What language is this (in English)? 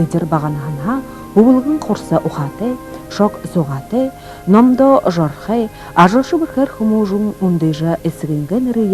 Buriat